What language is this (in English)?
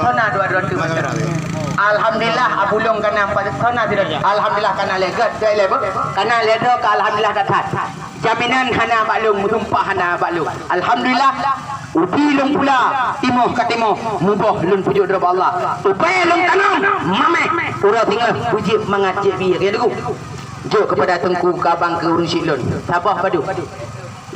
Achinese